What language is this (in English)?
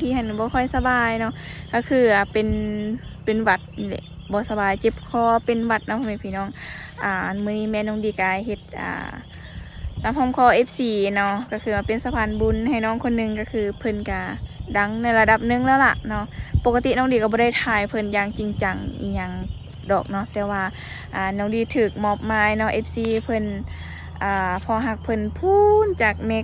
Lao